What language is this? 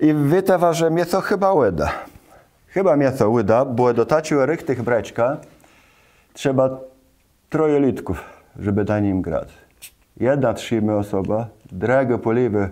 Kashubian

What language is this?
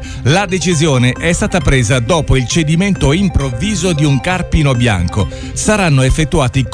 Italian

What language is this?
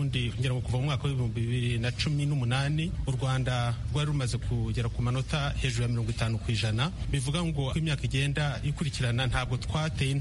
Kinyarwanda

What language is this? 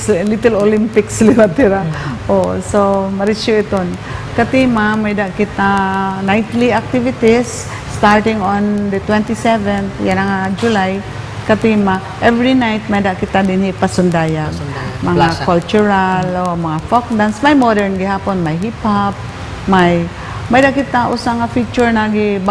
Waray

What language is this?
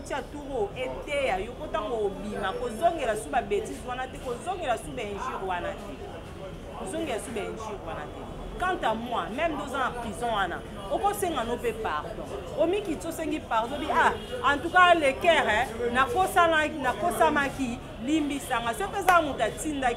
Lingala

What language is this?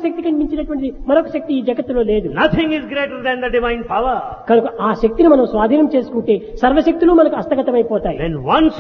Telugu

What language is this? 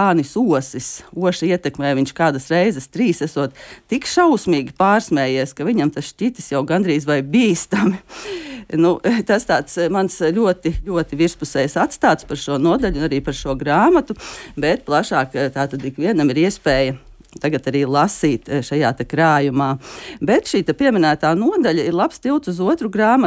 Latvian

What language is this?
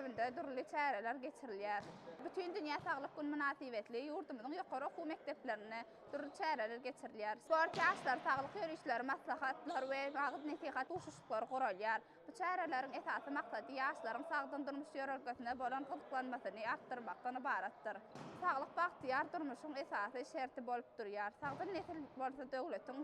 Turkmen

